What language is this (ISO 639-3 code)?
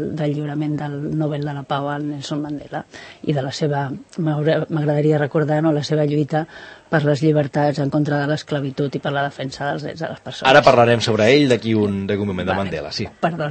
cat